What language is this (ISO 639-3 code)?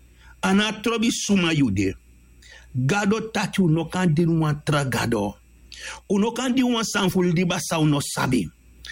srn